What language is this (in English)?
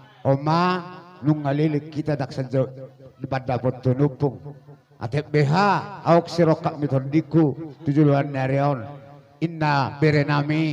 Batak Toba